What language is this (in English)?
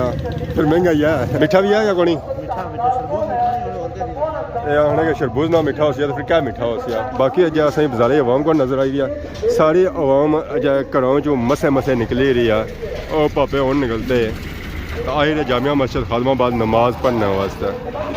Pahari-Potwari